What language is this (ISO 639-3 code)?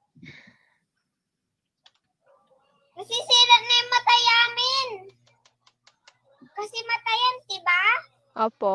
fil